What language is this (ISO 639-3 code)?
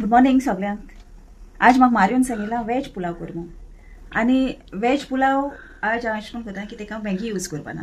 kok